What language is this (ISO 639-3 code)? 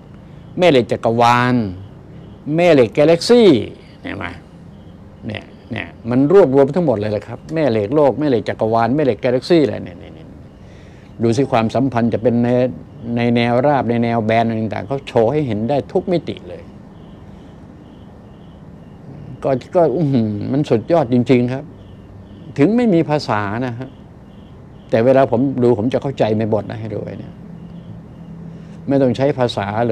tha